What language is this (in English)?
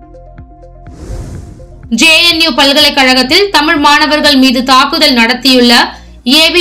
Tamil